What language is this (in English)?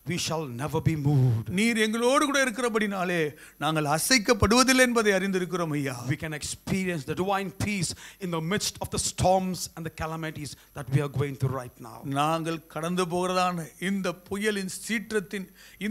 Tamil